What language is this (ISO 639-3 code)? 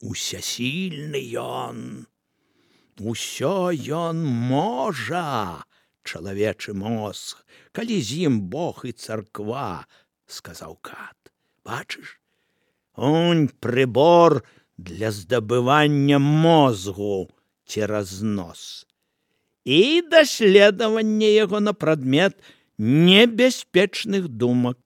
bel